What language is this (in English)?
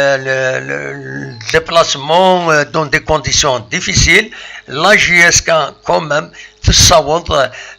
Kabyle